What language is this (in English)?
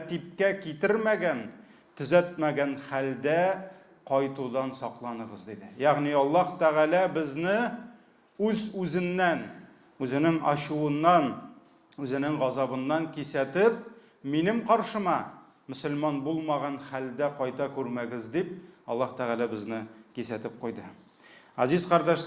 Tatar